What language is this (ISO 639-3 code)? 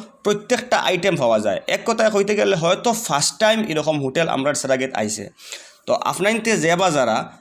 syl